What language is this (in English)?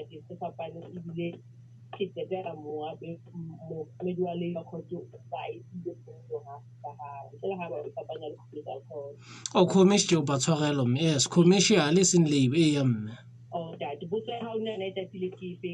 Southern Sotho